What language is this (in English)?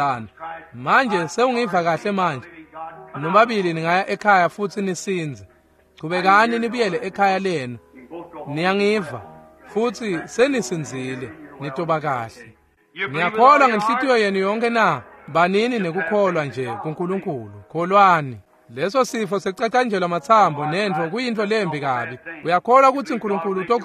Swati